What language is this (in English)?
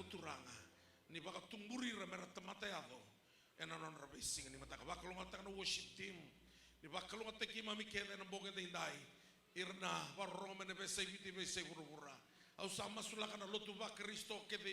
Fijian